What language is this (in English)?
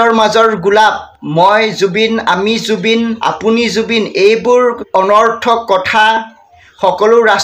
Assamese